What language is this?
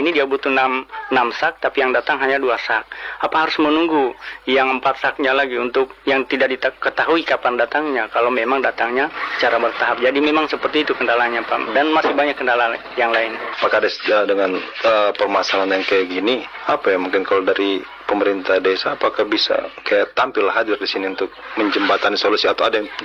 Indonesian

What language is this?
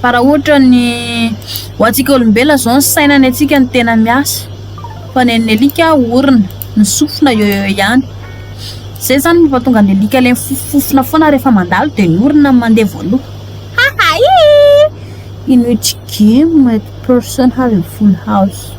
Malagasy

